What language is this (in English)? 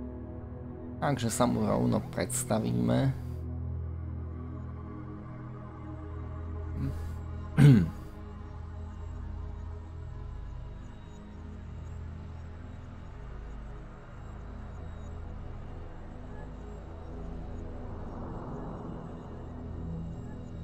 Slovak